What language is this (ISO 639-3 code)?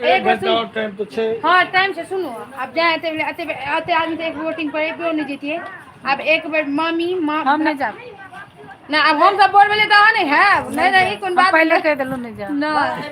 mai